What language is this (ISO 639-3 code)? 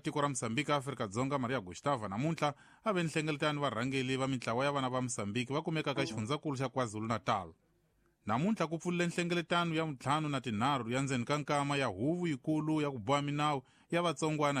tso